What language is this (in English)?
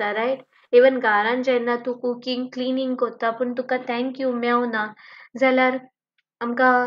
Konkani